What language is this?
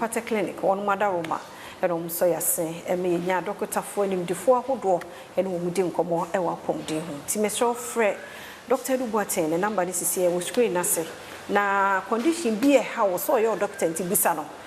Akan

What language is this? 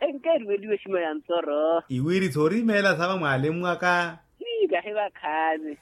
Makhuwa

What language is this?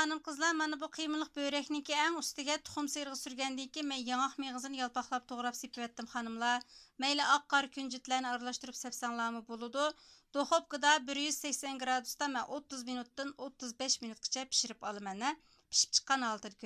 Uyghur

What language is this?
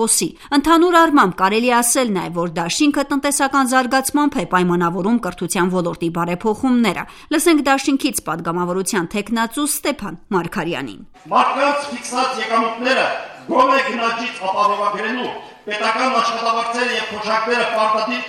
Armenian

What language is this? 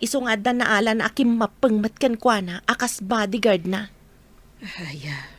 Iloko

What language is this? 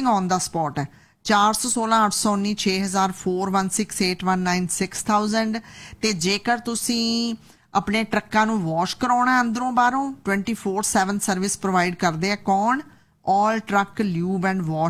Punjabi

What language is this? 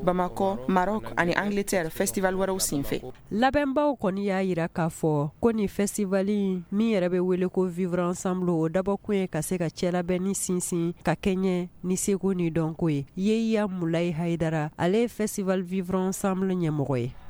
Bambara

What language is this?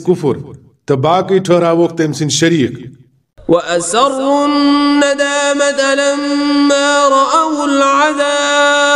Kashmiri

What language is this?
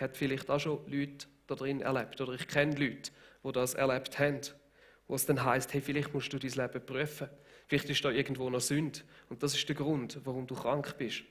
Swiss German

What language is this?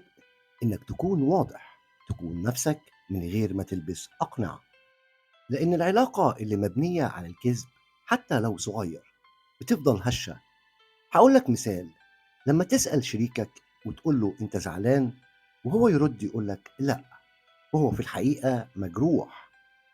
Egyptian Arabic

